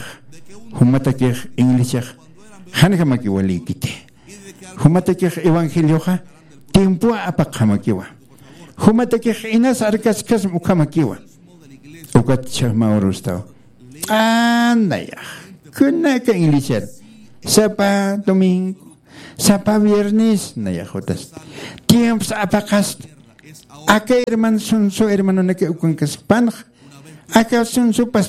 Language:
Aymara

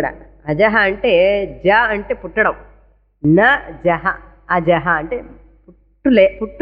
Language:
Telugu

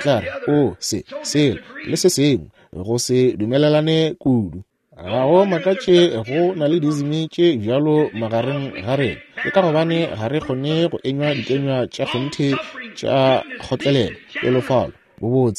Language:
Northern Sotho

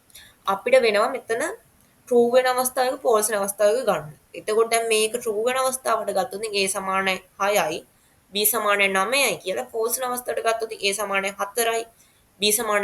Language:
Sinhala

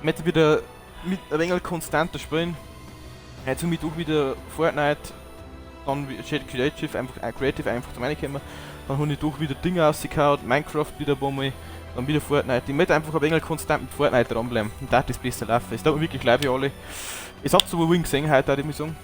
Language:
Bavarian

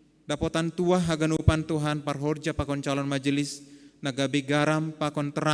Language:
Batak Simalungun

